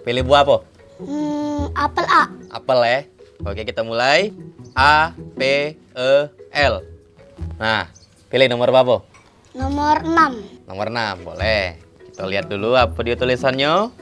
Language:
Musi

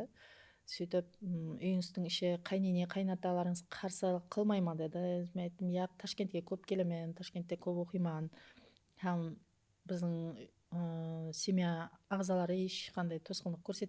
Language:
Kara-Kalpak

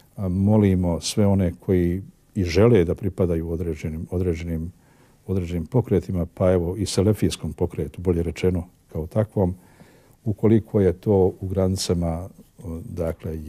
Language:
Bosnian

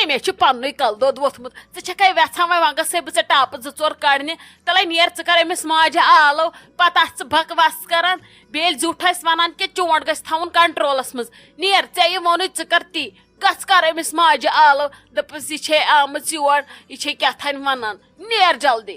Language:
Kashmiri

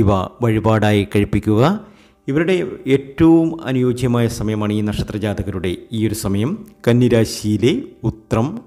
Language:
Malayalam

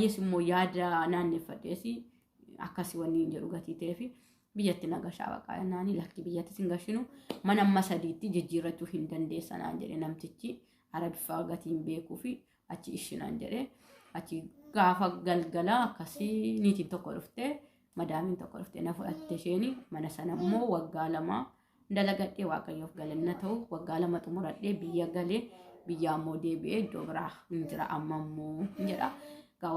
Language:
Oromo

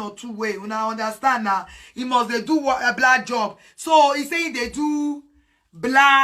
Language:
Nigerian Pidgin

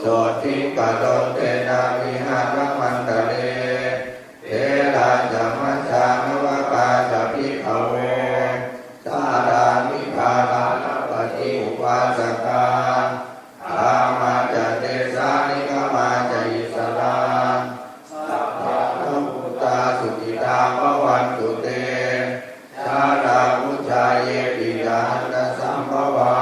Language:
Pali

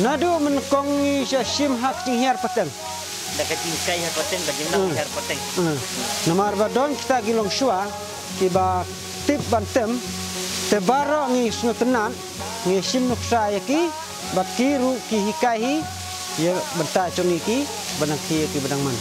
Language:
Khasi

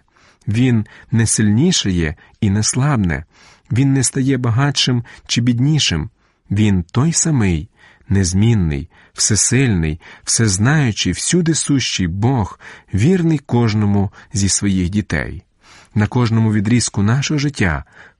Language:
Ukrainian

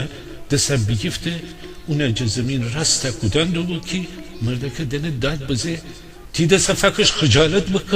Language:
Gilaki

